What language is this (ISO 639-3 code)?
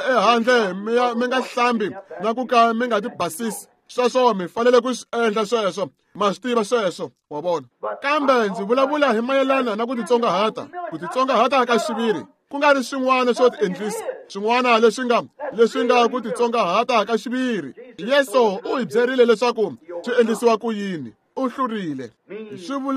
tso